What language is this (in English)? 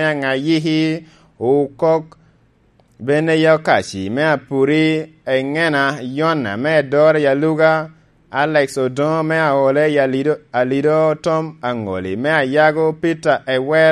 Lango (Uganda)